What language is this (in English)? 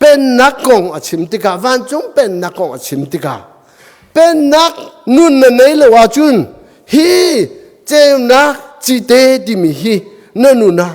Hakha Chin